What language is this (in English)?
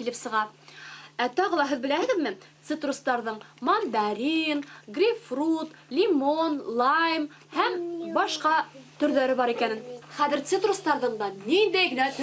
Bashkir